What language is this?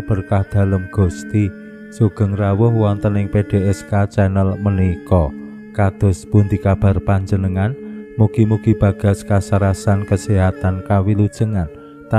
Javanese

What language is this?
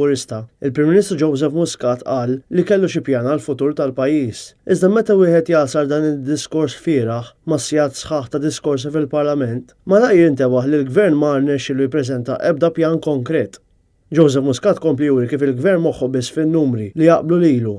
Maltese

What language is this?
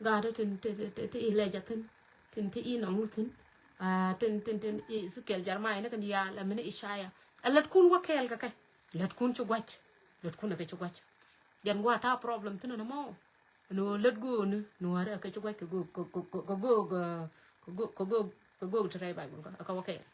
Nuer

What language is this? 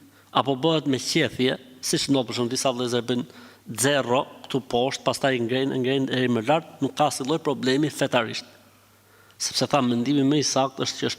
Albanian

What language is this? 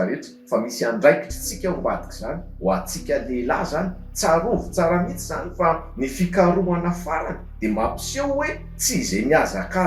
Malagasy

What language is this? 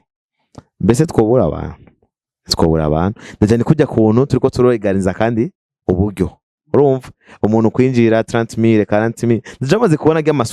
Rundi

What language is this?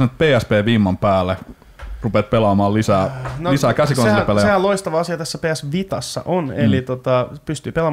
Finnish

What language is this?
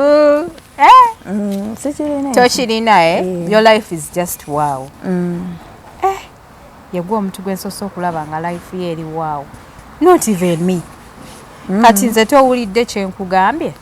Ganda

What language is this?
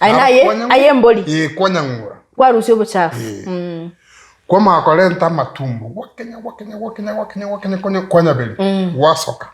Gusii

